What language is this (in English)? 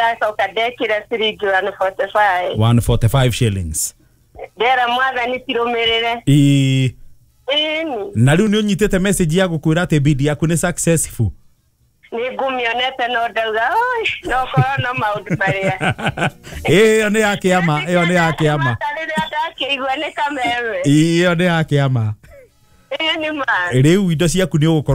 Kikuyu